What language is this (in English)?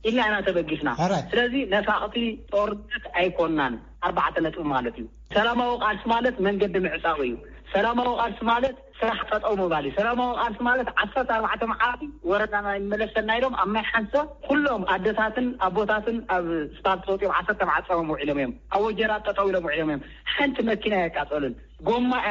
Tigrinya